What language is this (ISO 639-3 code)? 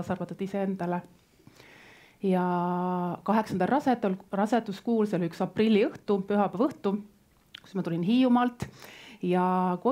est